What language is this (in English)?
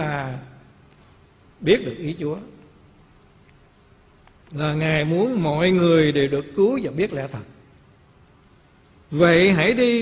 Vietnamese